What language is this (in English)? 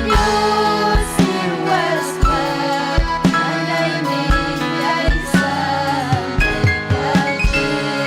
Ayacucho Quechua